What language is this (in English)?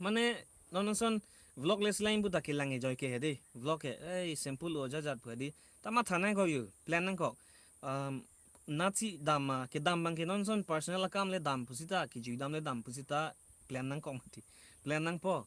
Karbi